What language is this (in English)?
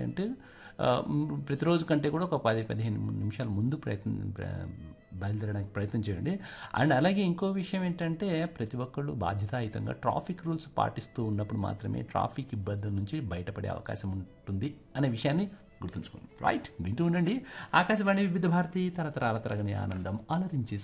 Telugu